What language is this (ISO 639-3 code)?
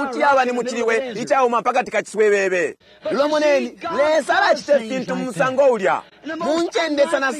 bem